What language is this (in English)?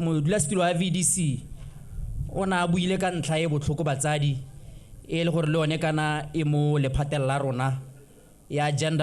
Tswana